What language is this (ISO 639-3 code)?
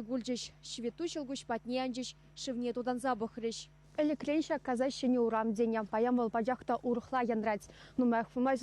chv